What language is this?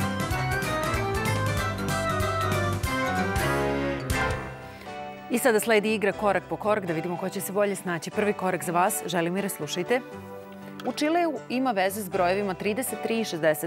Serbian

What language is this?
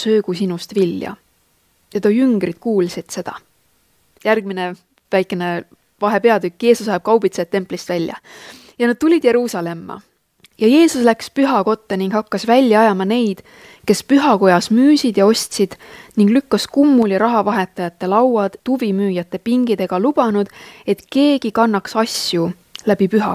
Estonian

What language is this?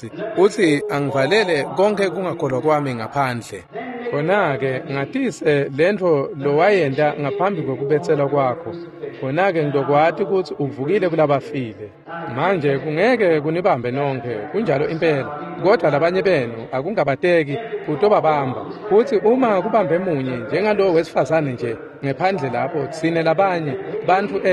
Swati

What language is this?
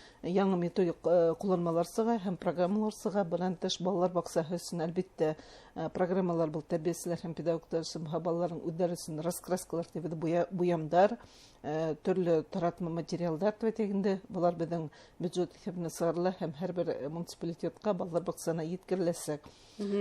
Bashkir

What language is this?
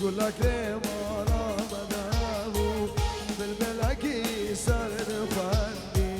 Kurdish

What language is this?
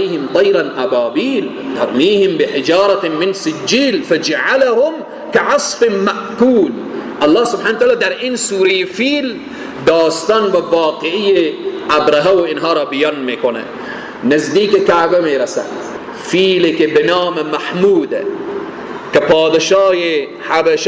Persian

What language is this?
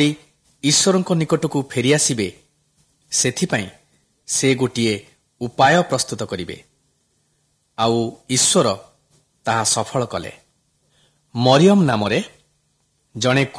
Odia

